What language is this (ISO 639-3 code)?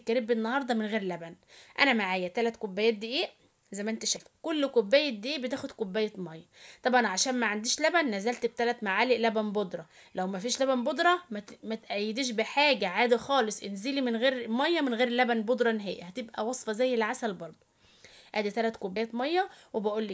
arz